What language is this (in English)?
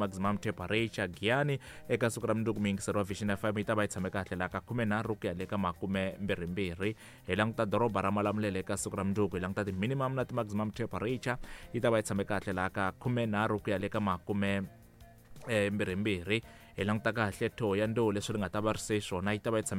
Tsonga